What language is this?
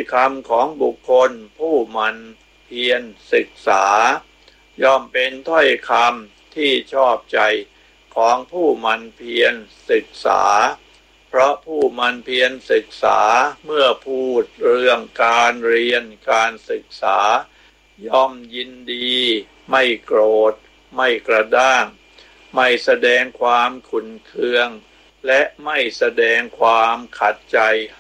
Thai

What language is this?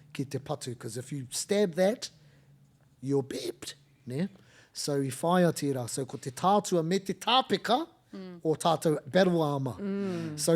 Māori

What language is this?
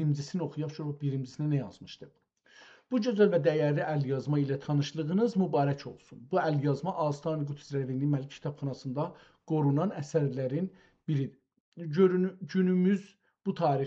South Azerbaijani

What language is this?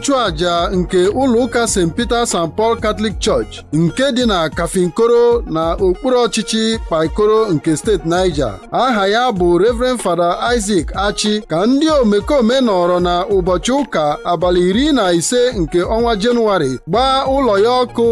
Igbo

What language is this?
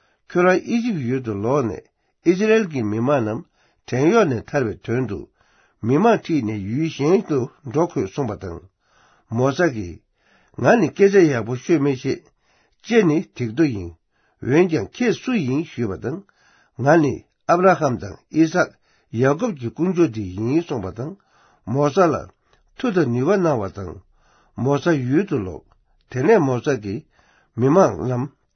Tibetan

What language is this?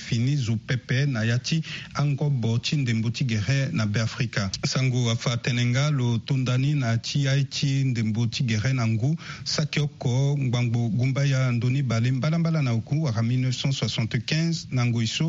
Sango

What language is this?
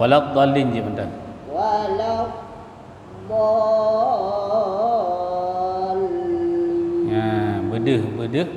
Achinese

